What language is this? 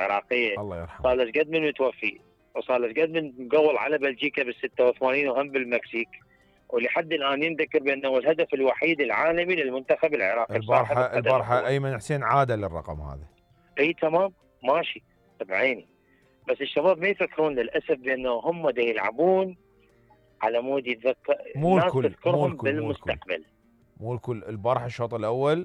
Mesopotamian Arabic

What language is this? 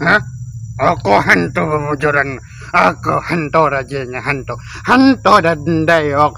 Banjar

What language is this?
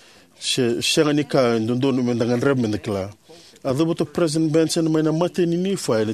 Fijian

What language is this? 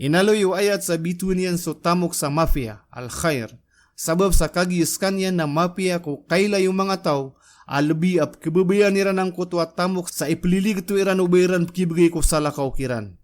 Maranao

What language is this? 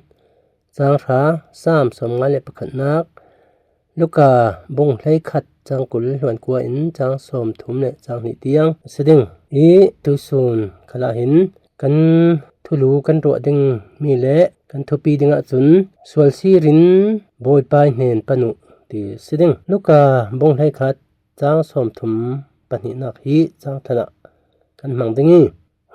Falam Chin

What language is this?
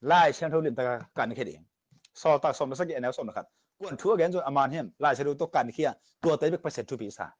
Tedim Chin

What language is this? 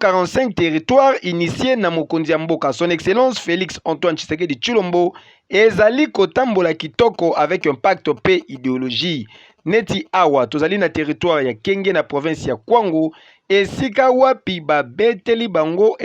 Lingala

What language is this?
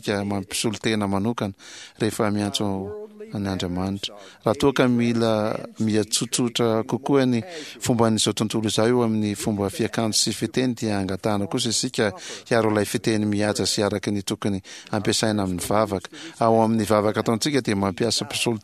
Malagasy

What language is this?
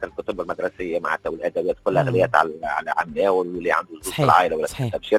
Tunisian Arabic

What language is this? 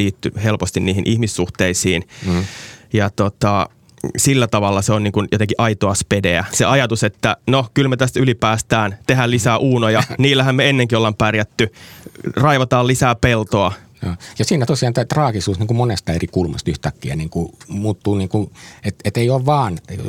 Finnish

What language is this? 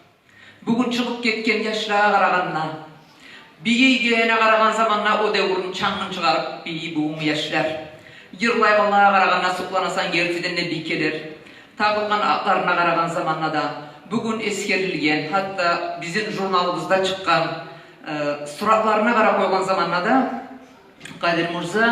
Kumyk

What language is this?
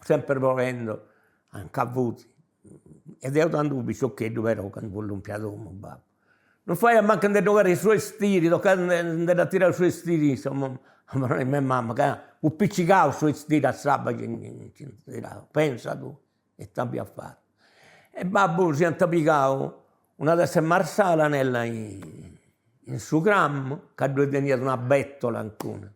Sardinian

